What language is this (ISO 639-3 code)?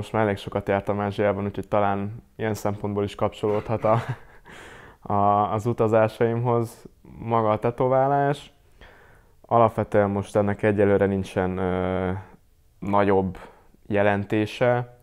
hun